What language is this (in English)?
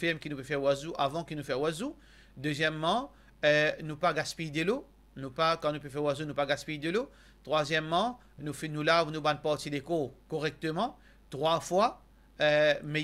Morisyen